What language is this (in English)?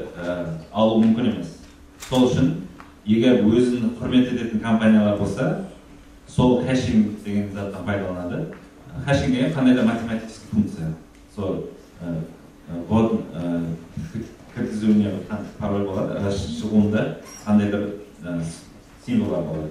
Kara-Kalpak